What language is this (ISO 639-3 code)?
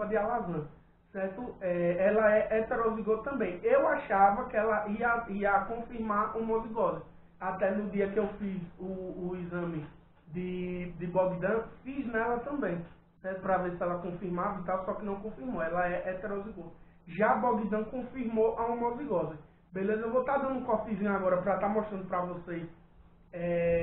por